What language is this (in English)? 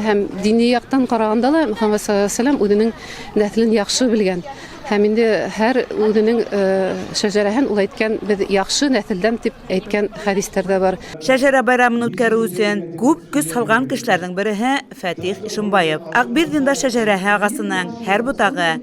Bashkir